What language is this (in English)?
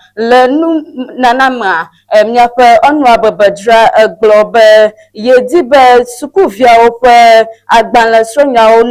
Ewe